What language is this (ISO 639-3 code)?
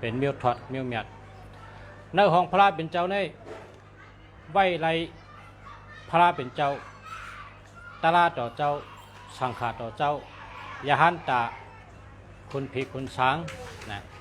shn